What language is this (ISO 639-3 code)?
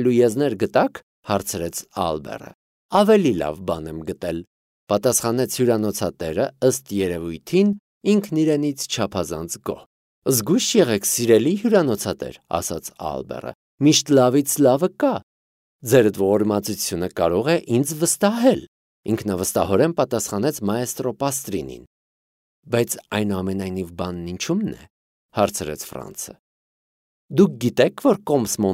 hye